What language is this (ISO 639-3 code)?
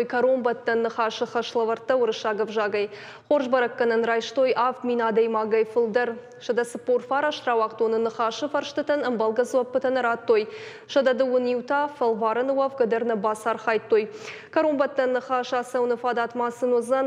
oss